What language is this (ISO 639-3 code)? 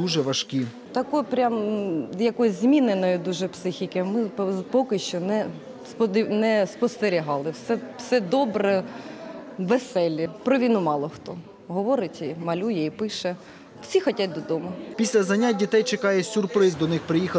ukr